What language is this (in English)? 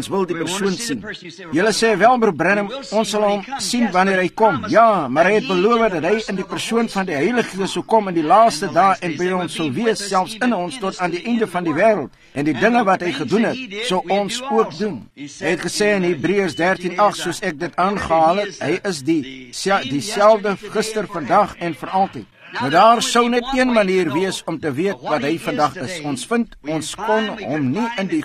Afrikaans